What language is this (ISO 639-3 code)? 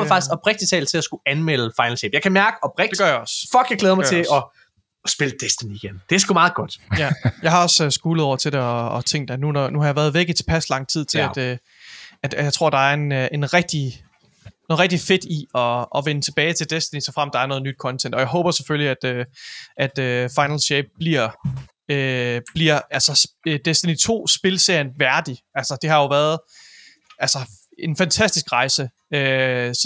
dan